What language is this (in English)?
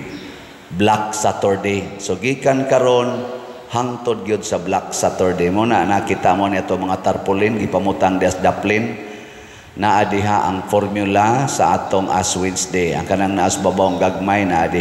Cebuano